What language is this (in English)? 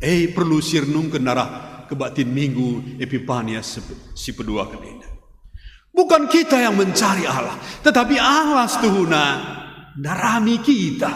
Batak Karo